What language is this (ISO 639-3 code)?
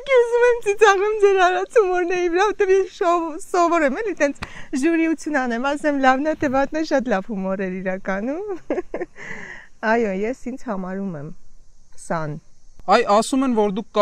hye